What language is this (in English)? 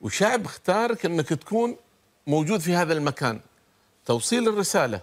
Gulf Arabic